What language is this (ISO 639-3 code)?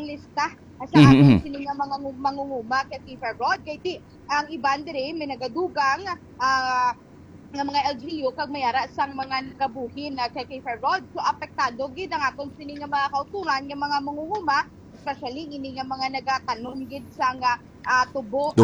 hil